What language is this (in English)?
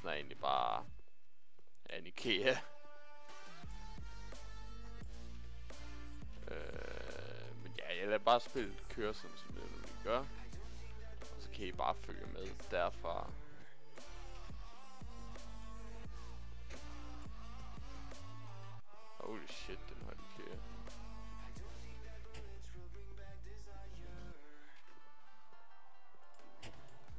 Danish